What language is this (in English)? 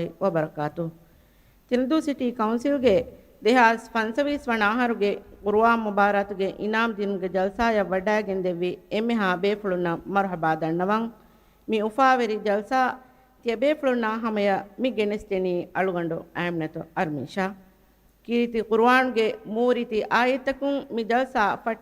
Divehi